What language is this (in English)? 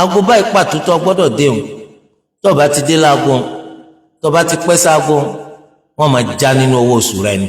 Yoruba